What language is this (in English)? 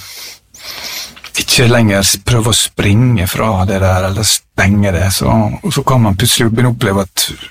Norwegian